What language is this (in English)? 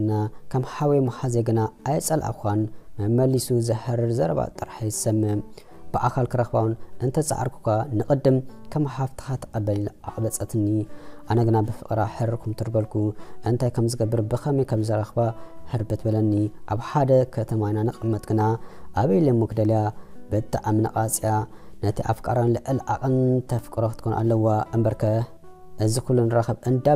Tigrinya